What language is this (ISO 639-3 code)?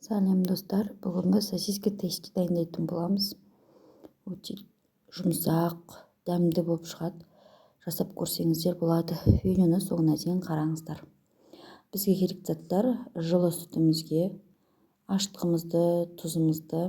kaz